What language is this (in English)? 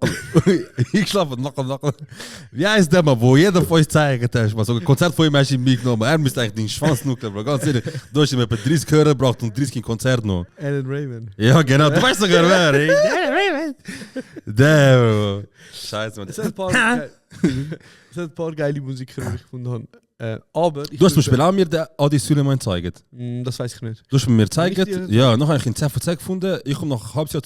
Swiss German